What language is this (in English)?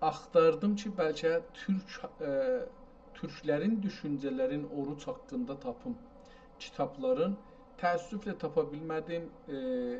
South Azerbaijani